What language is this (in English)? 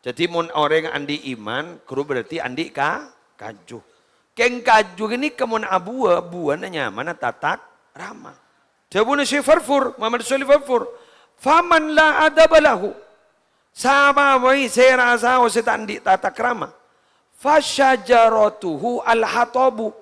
Madurese